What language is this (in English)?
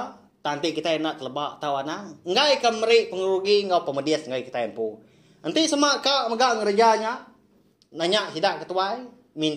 Iban